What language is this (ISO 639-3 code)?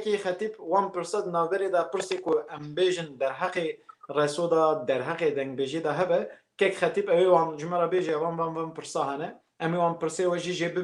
kur